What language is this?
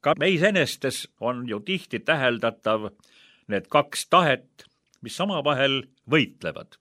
Estonian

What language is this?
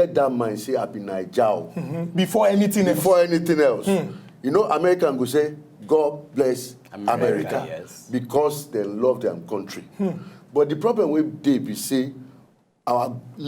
Nigerian Pidgin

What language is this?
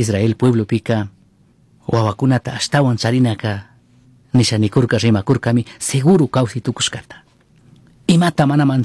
Chimborazo Highland Quichua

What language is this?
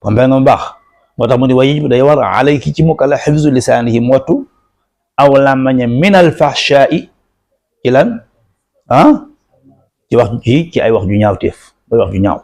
Wolof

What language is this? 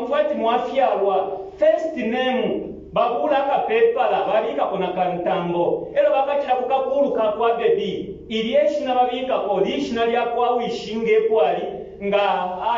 Bemba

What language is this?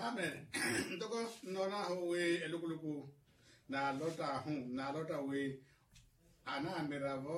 Makhuwa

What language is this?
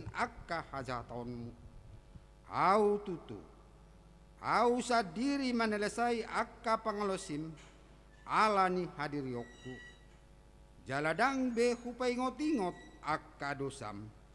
Batak Toba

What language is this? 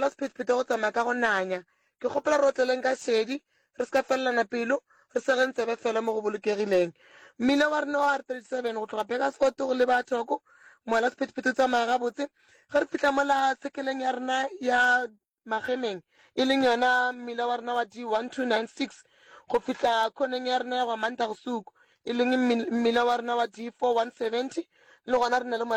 Northern Sotho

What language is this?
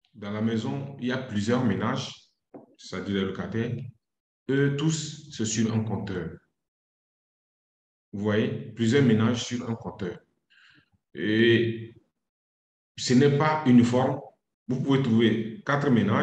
French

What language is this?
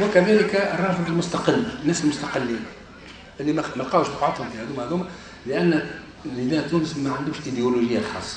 Tunisian Arabic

